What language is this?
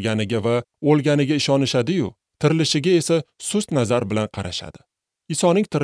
Uzbek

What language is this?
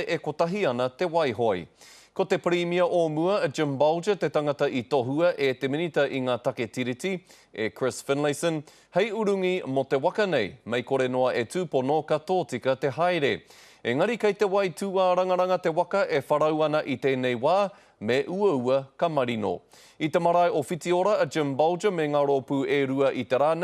Māori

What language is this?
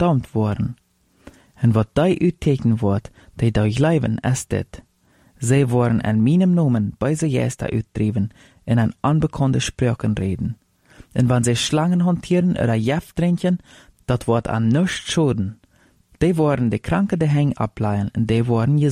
Plautdietsch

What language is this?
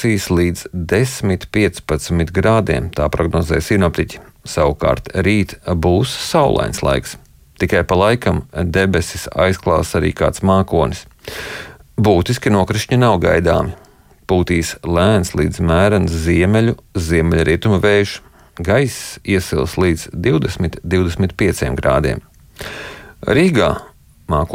Latvian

